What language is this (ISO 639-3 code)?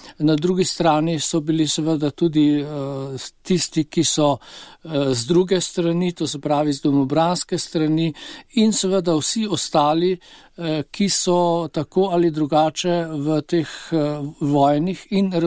slv